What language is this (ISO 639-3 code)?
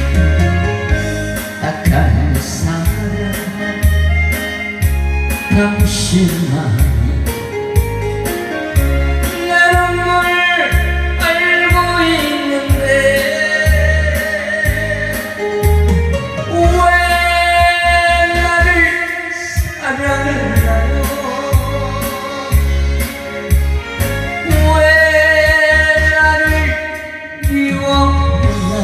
kor